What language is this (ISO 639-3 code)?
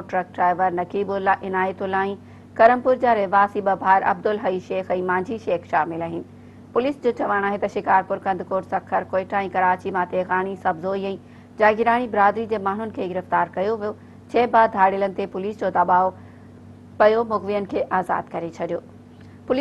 snd